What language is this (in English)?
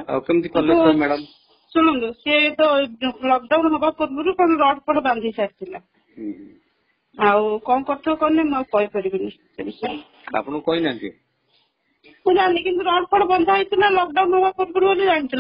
Odia